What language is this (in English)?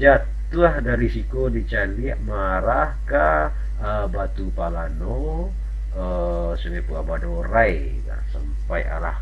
Minangkabau